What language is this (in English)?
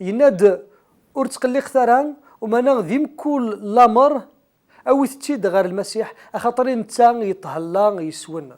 Kabyle